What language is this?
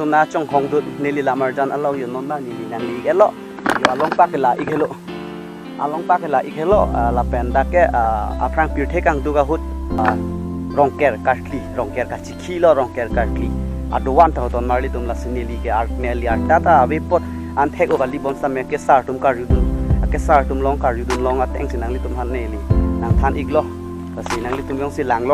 Karbi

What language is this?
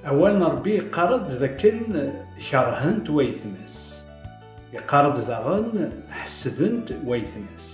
Kabyle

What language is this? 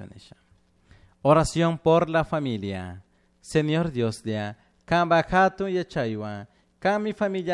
Chimborazo Highland Quichua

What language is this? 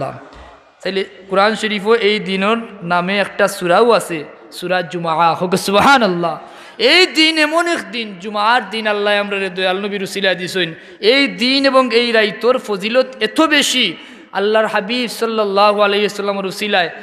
Sylheti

